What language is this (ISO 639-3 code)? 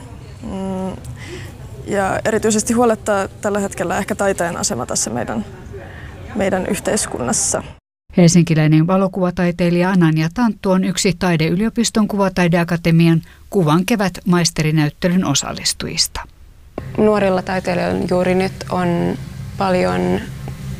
fin